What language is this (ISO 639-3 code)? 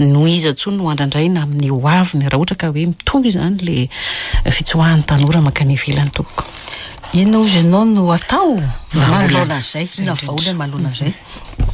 mlg